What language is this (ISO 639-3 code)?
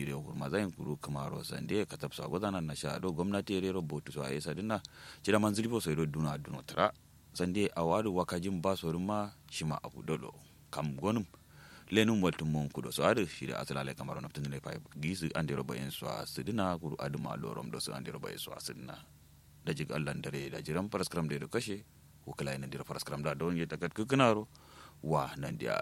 kau